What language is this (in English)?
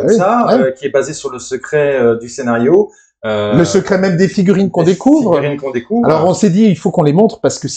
French